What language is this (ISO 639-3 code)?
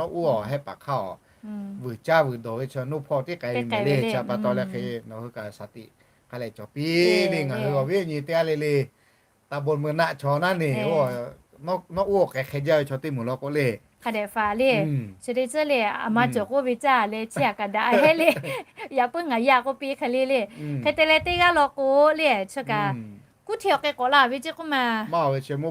lhu